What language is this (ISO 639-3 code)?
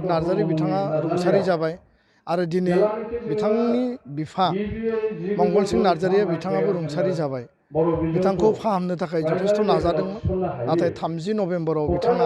brx